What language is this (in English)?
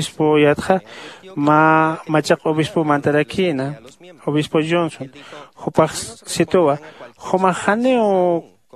Aymara